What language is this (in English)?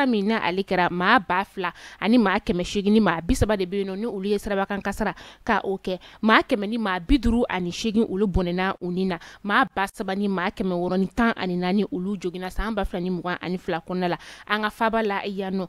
Bambara